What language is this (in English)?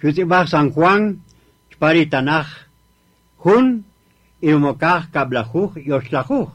Kaqchikel